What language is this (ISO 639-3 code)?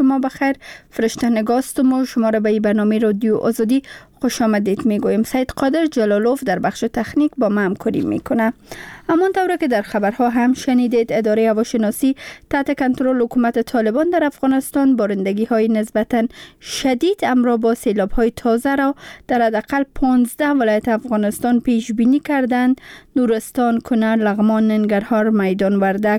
fas